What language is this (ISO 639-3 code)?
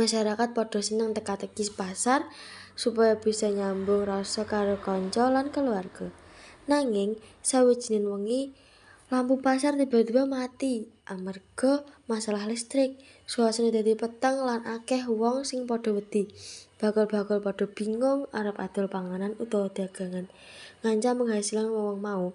jav